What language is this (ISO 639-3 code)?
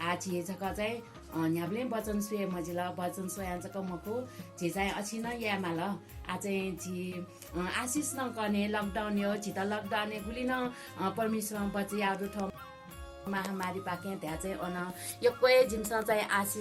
new